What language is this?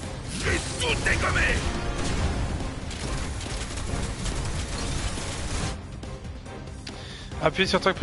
French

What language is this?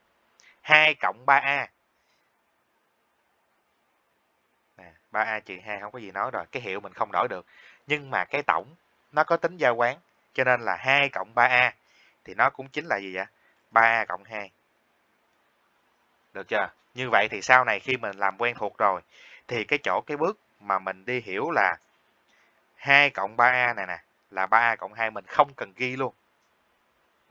Vietnamese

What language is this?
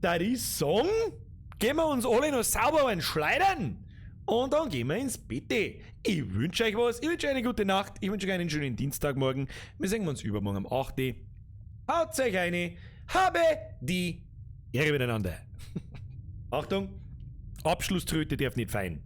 Bavarian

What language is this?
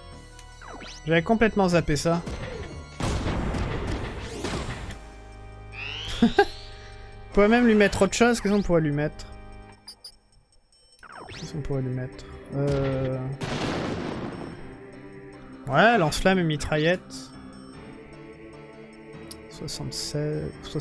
French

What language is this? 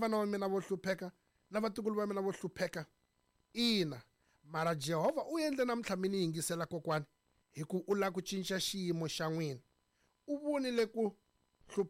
Tsonga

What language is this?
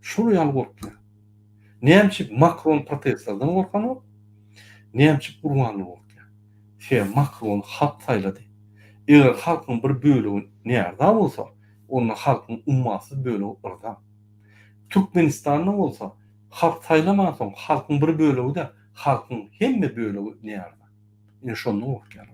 Turkmen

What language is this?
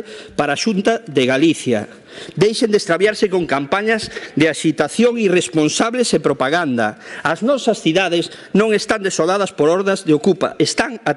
Galician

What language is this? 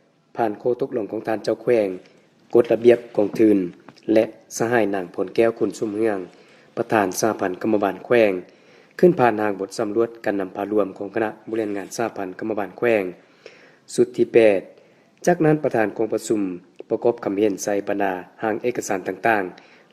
Lao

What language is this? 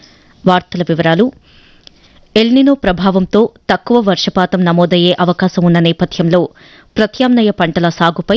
Telugu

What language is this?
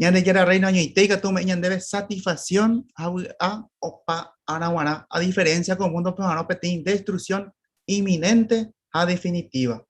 Guarani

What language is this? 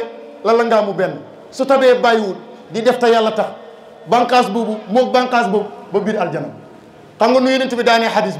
Wolof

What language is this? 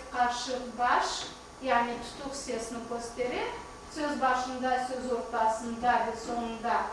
Crimean Tatar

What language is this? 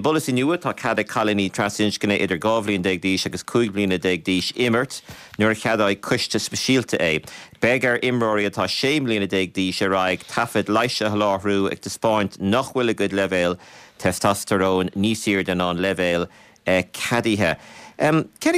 Irish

